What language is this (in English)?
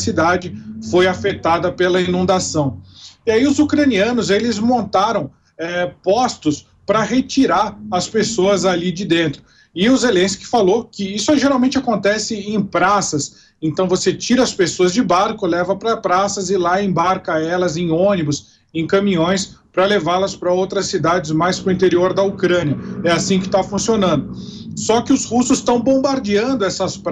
Portuguese